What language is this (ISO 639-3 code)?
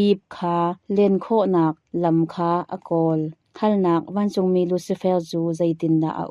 cnh